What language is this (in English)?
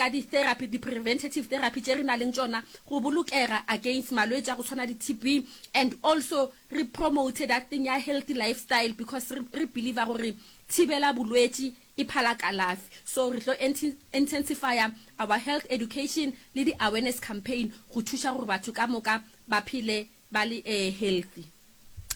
Northern Sotho